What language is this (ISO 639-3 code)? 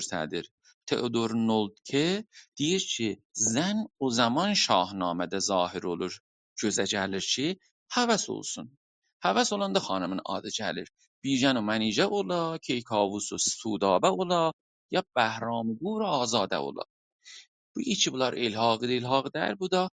azb